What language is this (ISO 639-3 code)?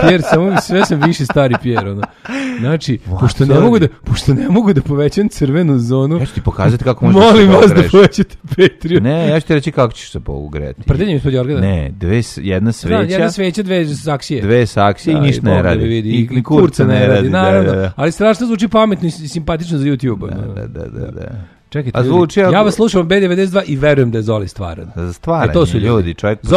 srp